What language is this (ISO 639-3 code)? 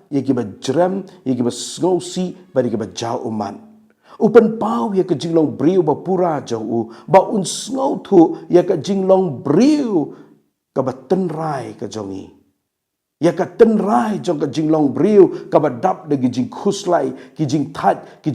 kha